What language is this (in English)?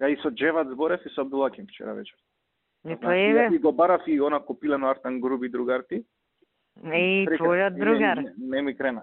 Macedonian